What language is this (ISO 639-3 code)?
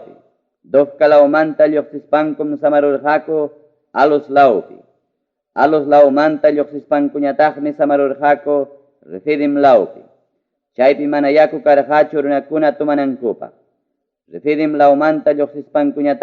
quy